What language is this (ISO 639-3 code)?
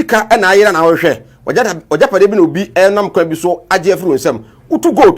aka